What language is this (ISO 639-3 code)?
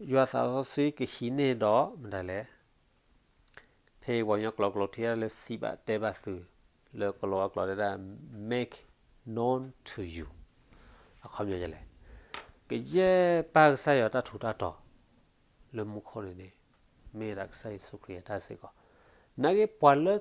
ksw